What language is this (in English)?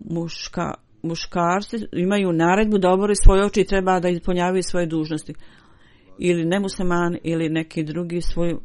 Bosnian